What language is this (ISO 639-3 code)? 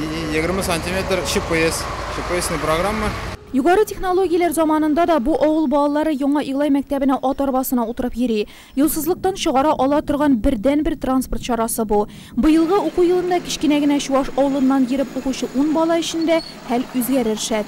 tat